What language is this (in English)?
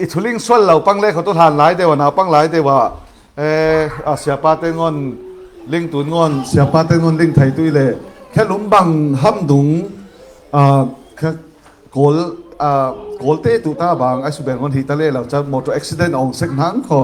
Falam Chin